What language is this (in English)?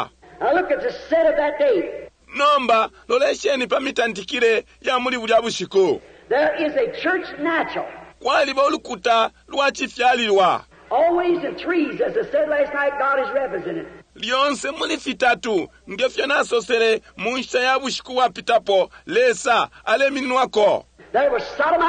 Bemba